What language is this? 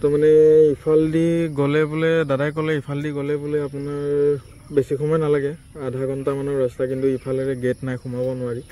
Assamese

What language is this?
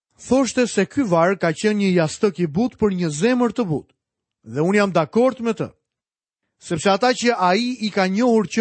Albanian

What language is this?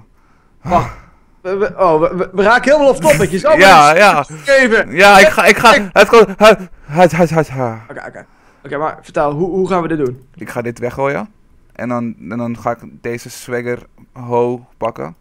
Dutch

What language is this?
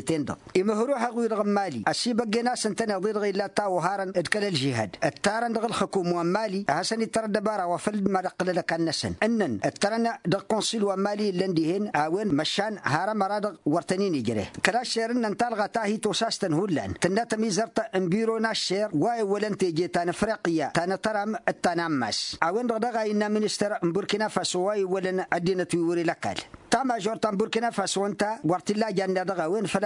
Tamasheq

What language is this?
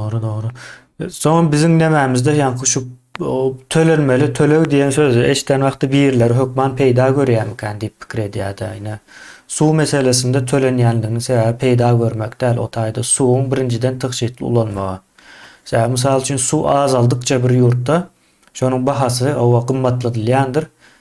Turkmen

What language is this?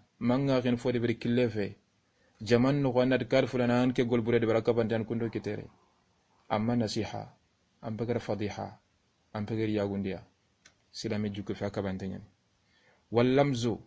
Soninke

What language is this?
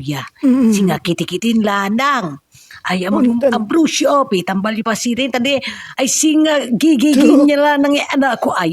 Pangasinan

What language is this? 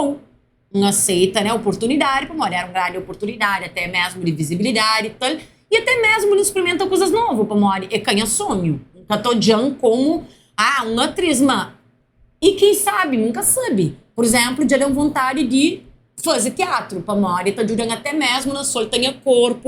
Kabuverdianu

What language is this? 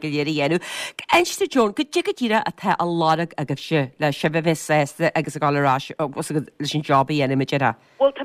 Irish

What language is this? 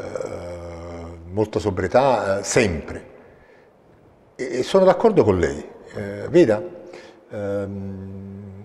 Italian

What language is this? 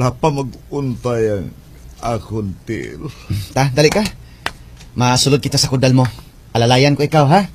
Hiligaynon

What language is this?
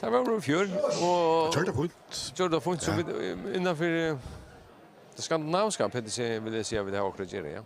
Faroese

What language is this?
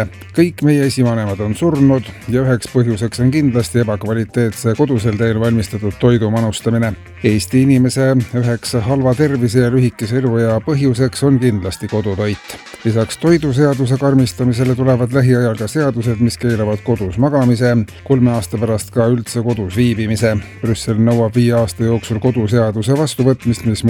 Estonian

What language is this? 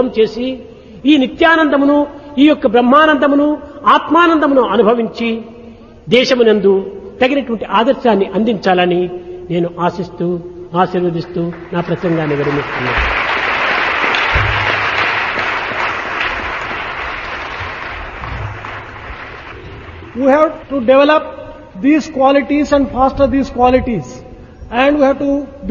Telugu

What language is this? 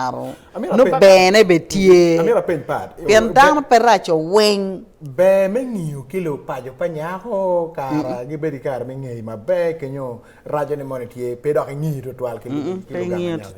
Acoli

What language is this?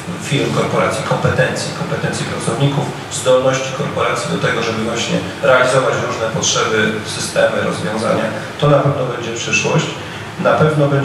Polish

